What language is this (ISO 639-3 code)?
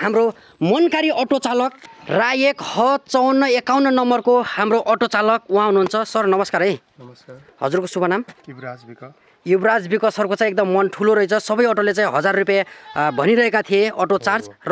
nep